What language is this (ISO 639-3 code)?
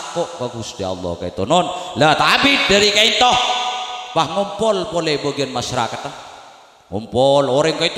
mad